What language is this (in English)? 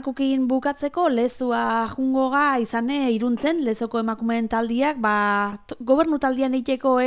Basque